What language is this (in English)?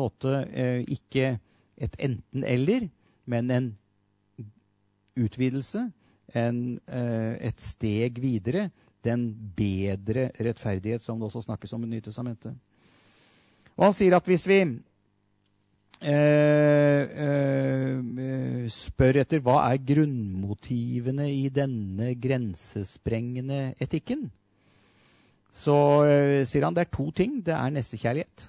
Norwegian